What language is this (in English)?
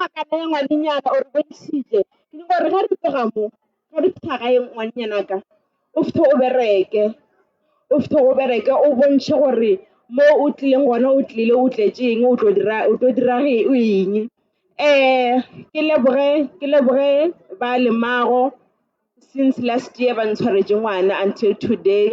Northern Sotho